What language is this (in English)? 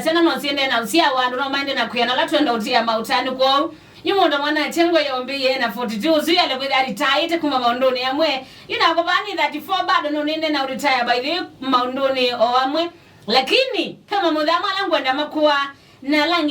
Kamba